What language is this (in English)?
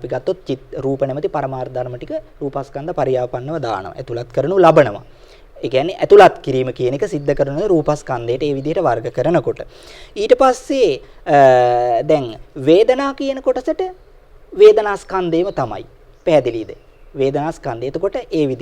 Sinhala